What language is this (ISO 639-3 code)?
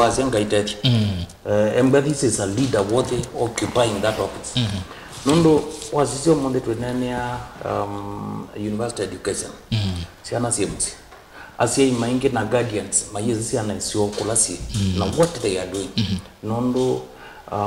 kam